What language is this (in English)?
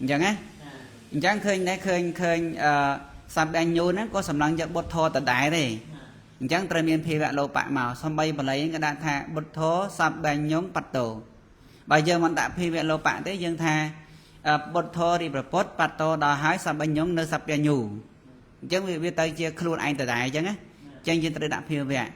Khmer